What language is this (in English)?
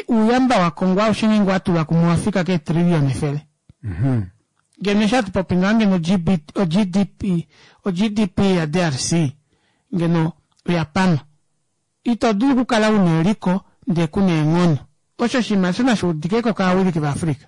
Kuanyama